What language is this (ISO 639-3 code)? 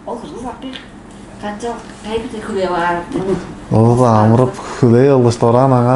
tyv